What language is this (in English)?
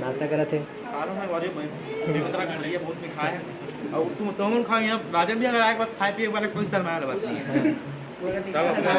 Chhattisgarhi